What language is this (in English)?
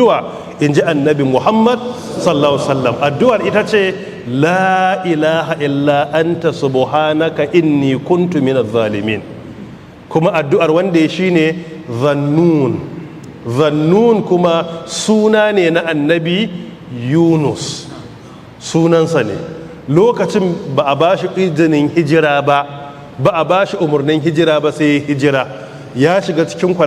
Hausa